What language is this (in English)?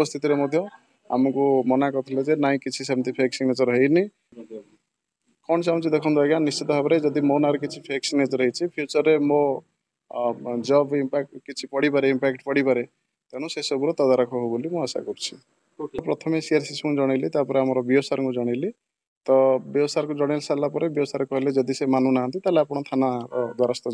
Odia